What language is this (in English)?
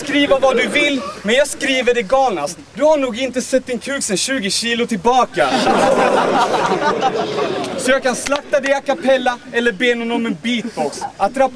Swedish